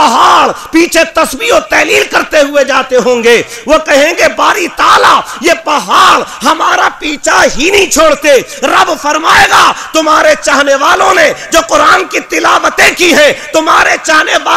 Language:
Urdu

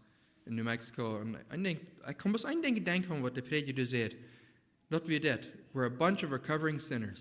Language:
Plautdietsch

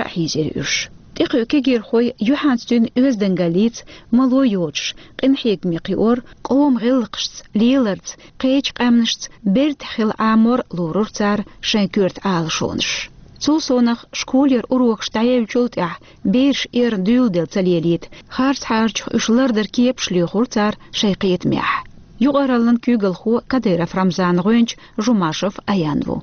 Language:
Chechen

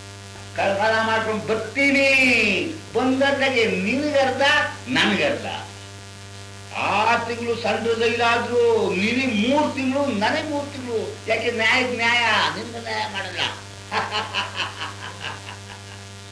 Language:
Kannada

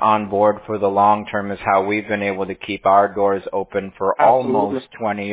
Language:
English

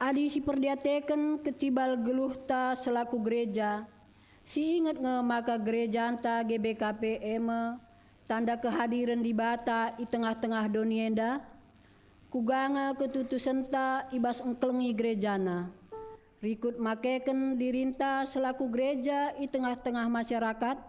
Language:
Batak Karo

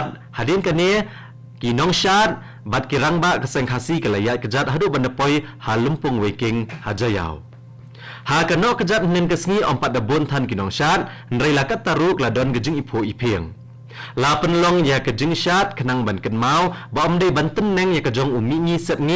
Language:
Khasi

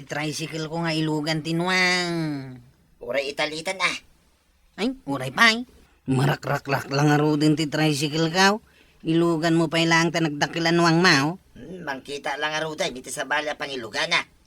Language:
Iloko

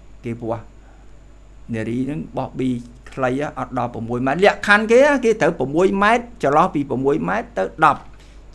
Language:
Khmer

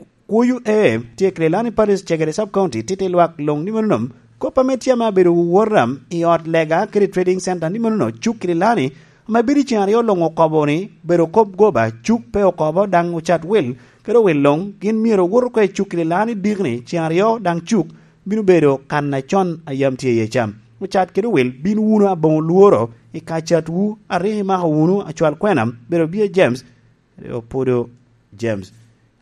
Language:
Lango (Uganda)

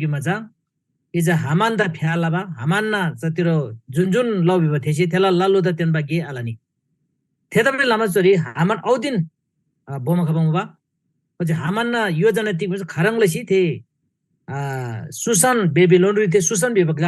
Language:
Eastern Tamang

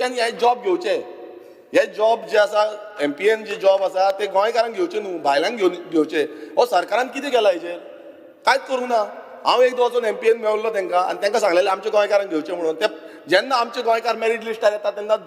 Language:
Konkani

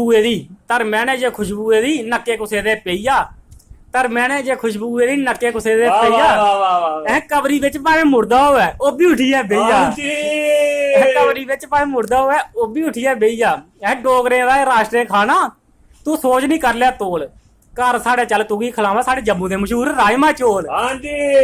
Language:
Dogri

